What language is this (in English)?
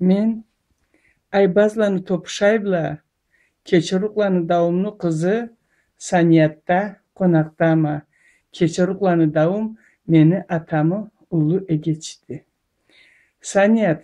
Karachay-Balkar